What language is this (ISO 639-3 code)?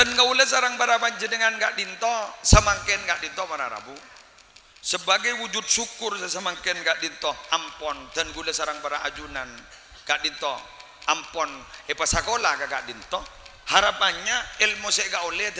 mad